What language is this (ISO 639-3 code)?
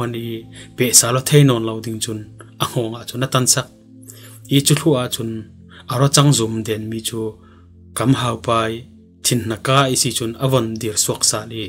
cfm